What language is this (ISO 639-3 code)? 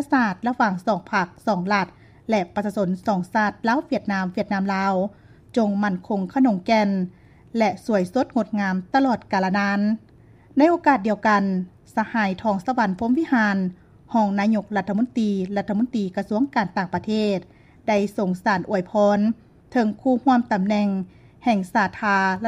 lao